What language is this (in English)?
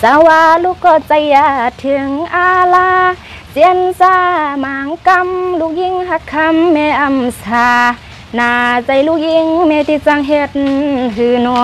Shan